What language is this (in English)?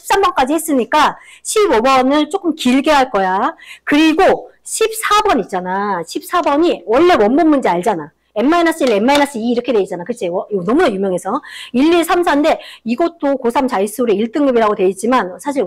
Korean